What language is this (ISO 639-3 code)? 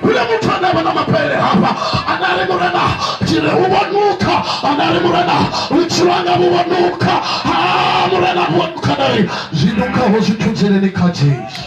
ven